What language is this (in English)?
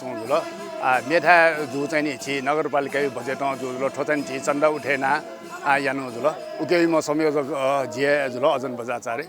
Newari